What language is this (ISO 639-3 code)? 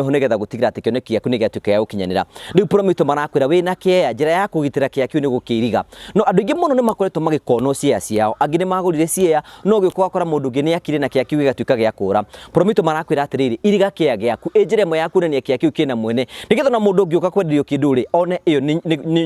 kik